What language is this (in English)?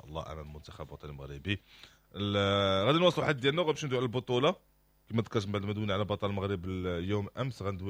Moroccan Arabic